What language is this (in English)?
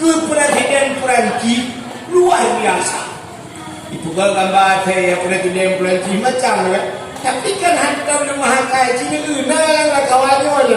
Achinese